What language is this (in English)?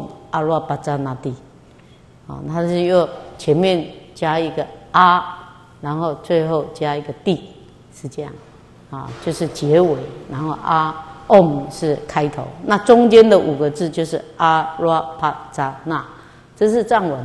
Chinese